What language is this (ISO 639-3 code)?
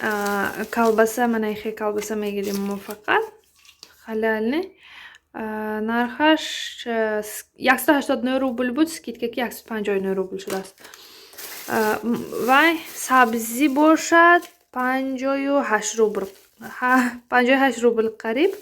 tgk